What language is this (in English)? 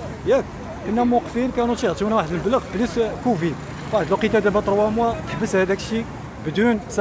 Moroccan Arabic